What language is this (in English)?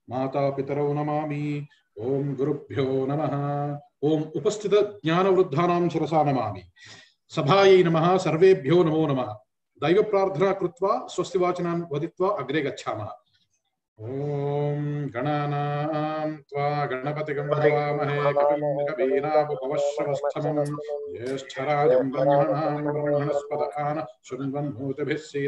Sanskrit